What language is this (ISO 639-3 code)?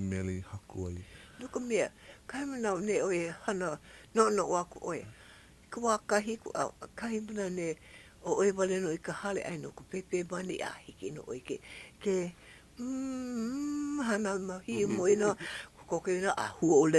haw